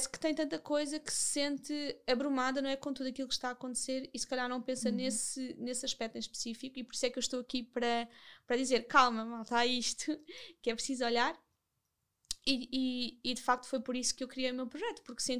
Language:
Portuguese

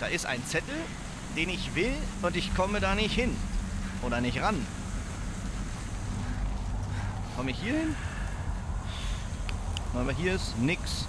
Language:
German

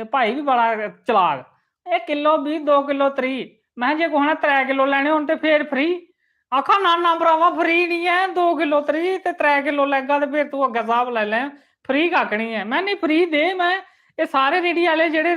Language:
Dogri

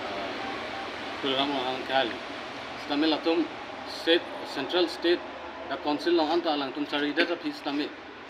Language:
Karbi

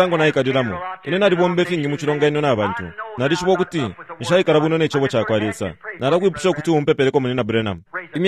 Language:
Bemba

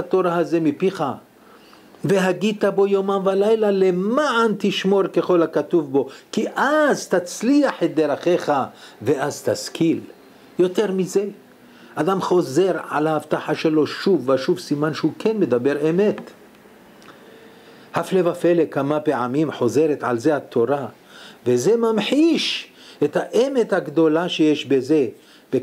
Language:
Hebrew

